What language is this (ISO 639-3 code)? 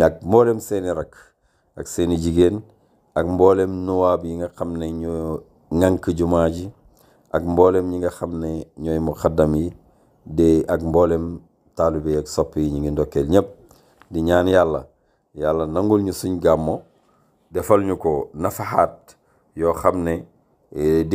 wol